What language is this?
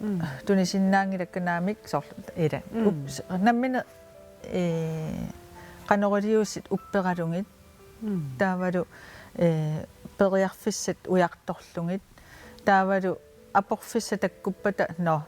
Kalaallisut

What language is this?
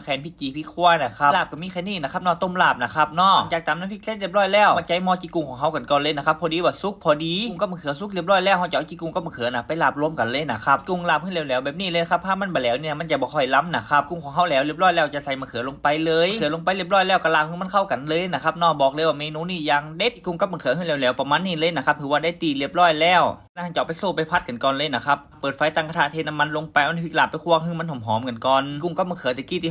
Northern Thai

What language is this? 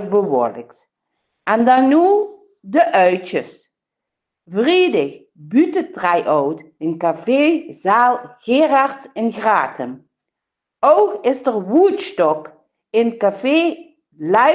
Limburgish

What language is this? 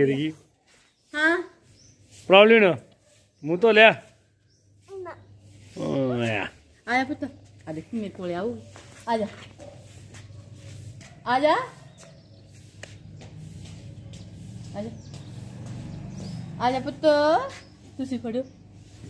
Punjabi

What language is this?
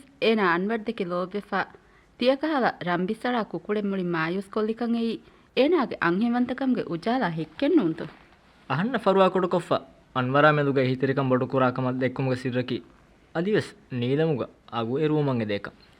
Divehi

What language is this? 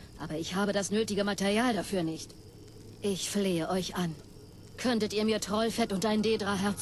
Bavarian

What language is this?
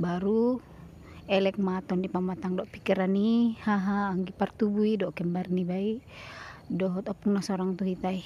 Batak Toba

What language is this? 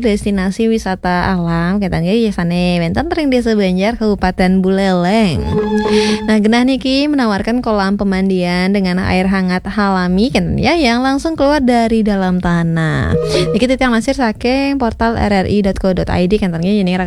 Balinese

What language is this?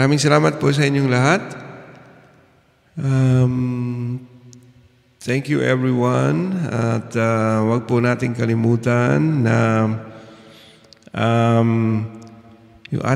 Filipino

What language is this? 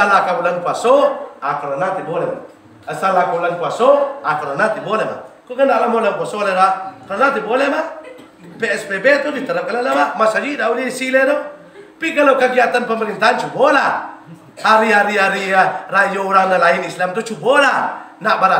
Minangkabau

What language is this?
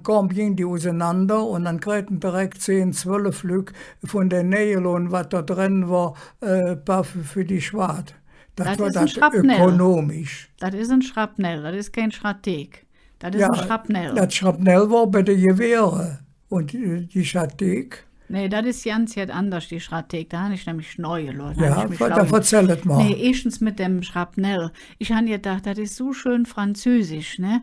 Colognian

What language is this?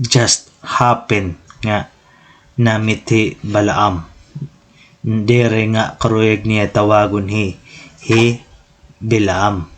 Waray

